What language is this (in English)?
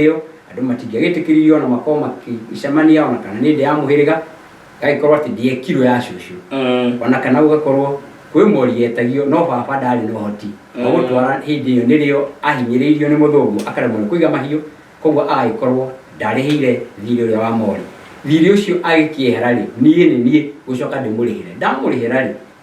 Kikuyu